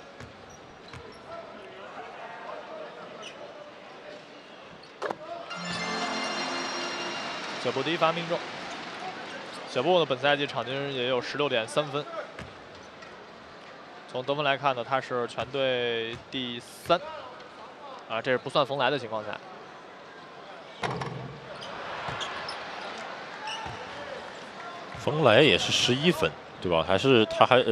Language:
Chinese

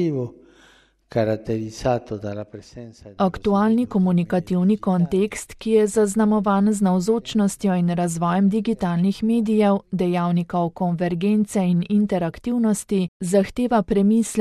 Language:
Slovenian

